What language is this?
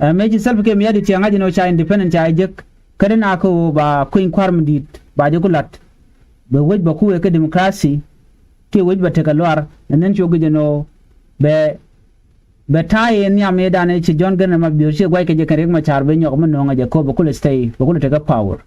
Nuer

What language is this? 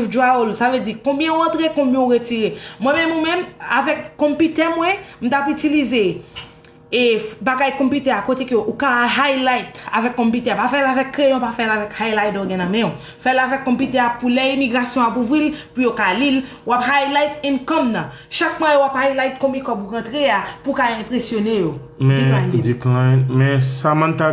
Haitian Creole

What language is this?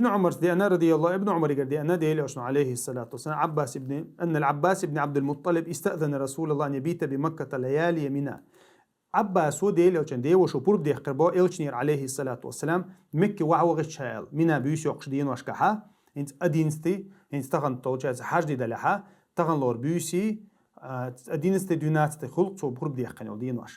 Chechen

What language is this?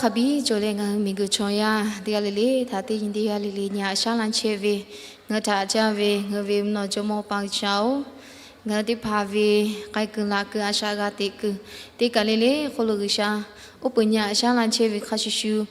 Lahu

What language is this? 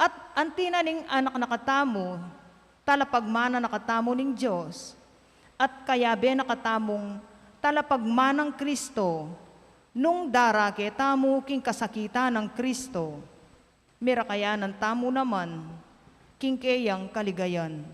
Pampanga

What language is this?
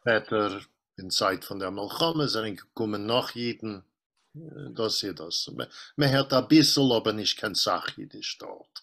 Yiddish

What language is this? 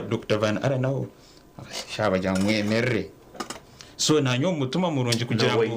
Nyankole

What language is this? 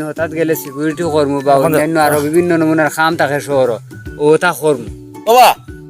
Sylheti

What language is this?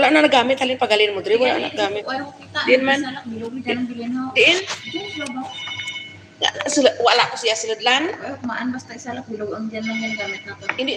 Hiligaynon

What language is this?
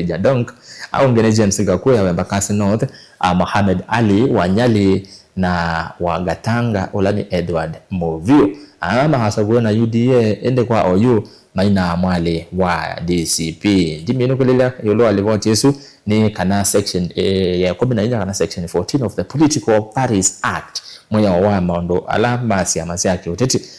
Kamba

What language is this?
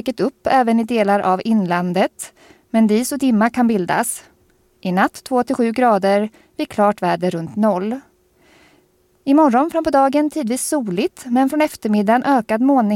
Swedish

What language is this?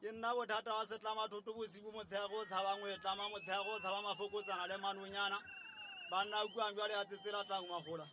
Southern Sotho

